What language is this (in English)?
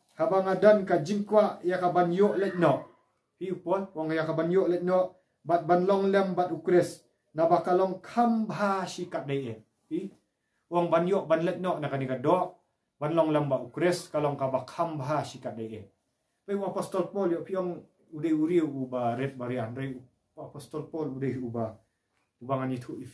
Khasi